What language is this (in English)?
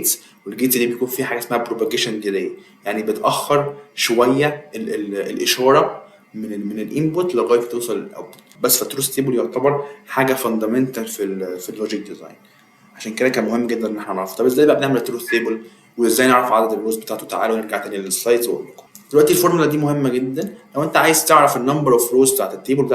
Egyptian Arabic